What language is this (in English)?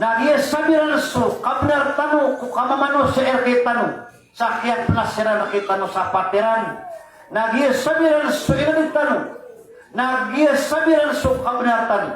Maranao